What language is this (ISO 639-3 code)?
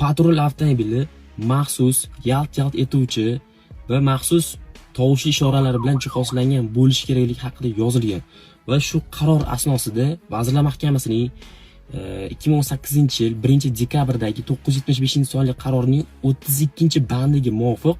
uzb